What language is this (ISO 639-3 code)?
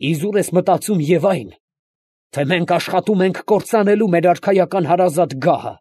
hye